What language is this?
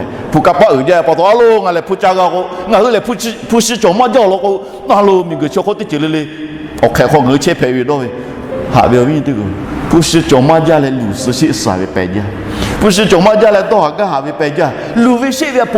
Lahu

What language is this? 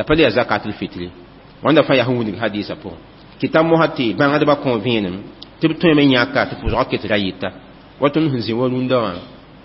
Mossi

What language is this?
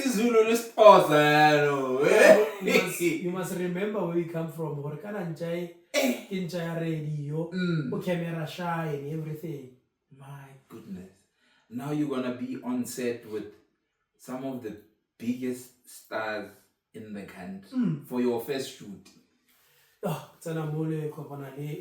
Tswana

